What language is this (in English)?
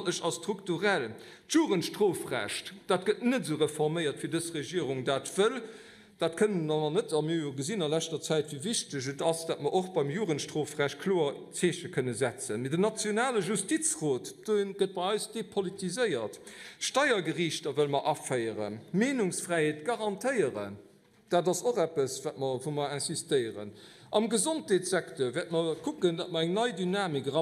Luxembourgish